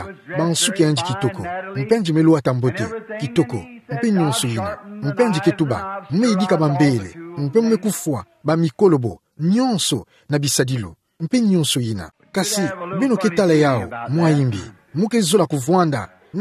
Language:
Kituba (Democratic Republic of Congo)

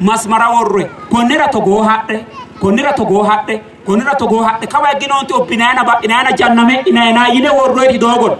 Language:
Sidamo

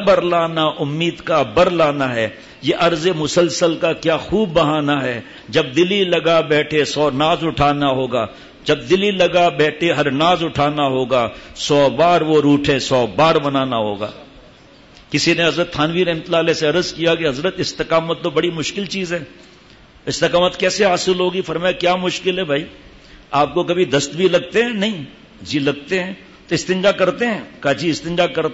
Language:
Urdu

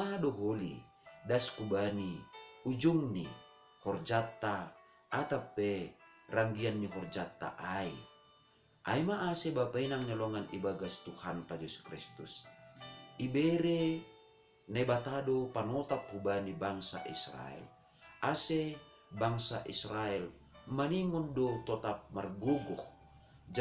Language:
Batak Simalungun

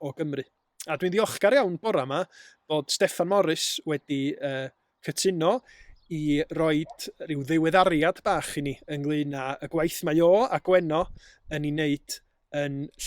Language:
Welsh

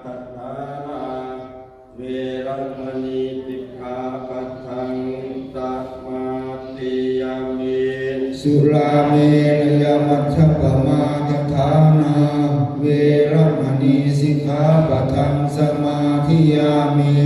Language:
Pali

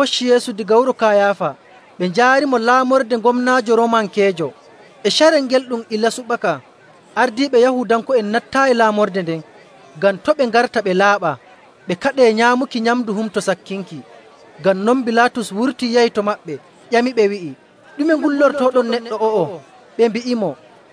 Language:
Nigerian Fulfulde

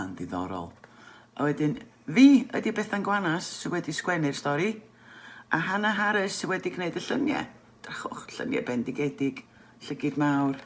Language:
Welsh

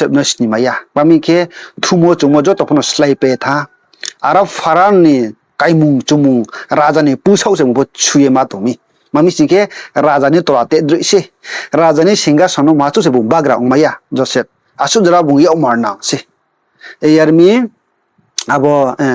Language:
Riang (India)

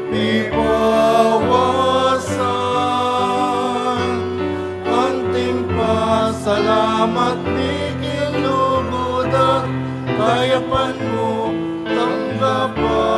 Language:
Pampanga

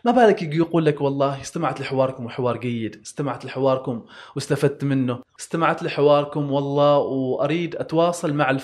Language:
Gulf Arabic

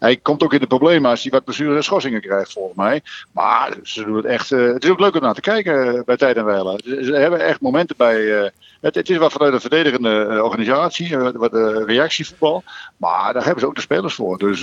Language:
Western Frisian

